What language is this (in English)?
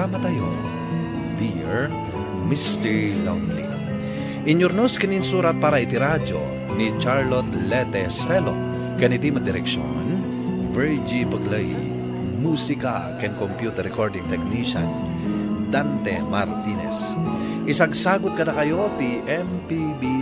Iloko